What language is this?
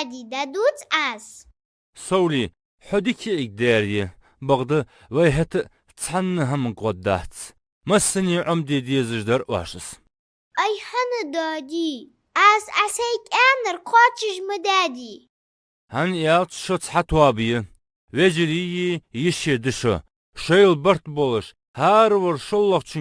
Ingush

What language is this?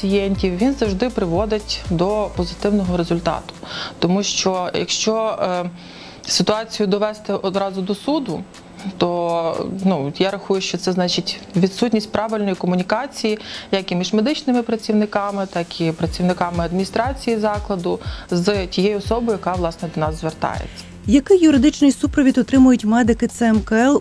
Ukrainian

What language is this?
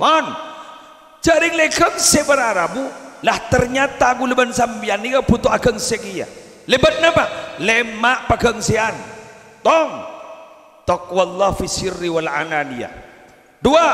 Madurese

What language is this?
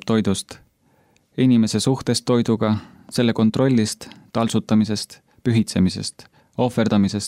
Estonian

